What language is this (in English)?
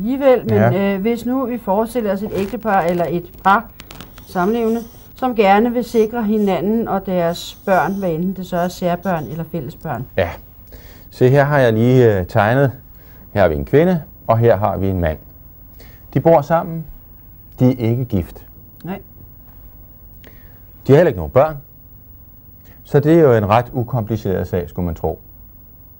Danish